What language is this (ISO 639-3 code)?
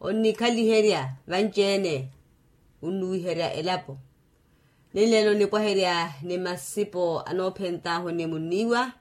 vmw